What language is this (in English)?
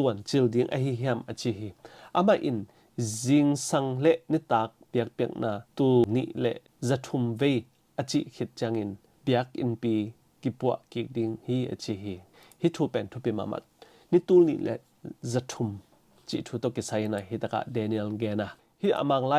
Tedim Chin